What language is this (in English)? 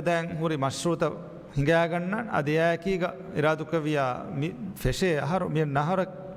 Divehi